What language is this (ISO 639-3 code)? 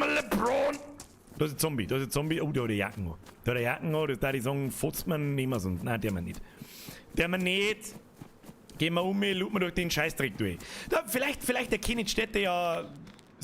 bar